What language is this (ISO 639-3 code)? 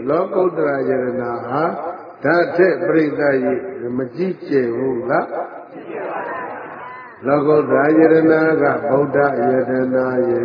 mya